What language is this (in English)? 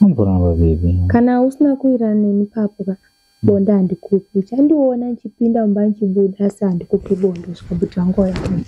Shona